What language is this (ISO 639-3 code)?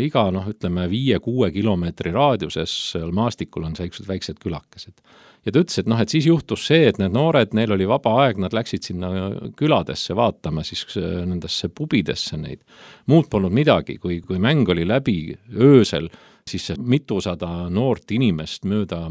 est